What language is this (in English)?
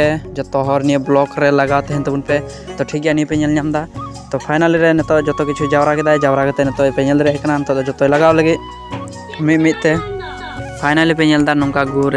Santali